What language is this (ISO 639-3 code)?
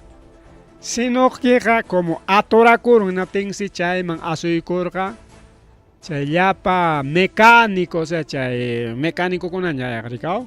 quy